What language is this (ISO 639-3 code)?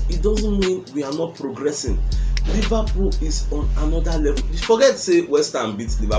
pcm